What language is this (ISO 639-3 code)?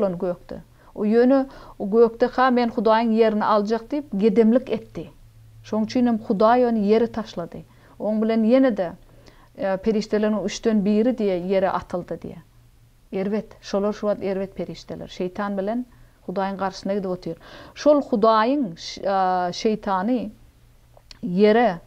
tuk